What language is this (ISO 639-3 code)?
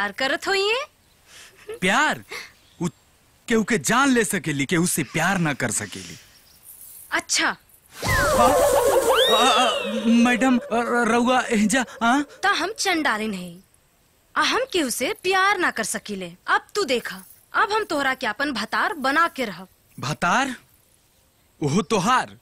bho